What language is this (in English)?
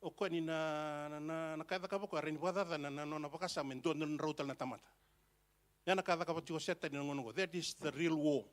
Fijian